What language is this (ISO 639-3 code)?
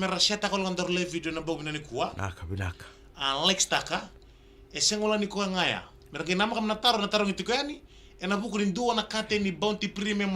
fij